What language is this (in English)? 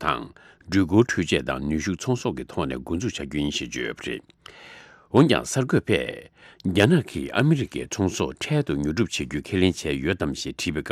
Tibetan